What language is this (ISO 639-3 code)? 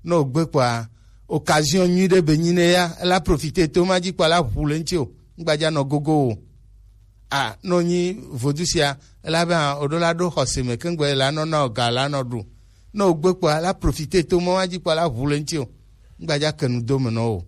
gej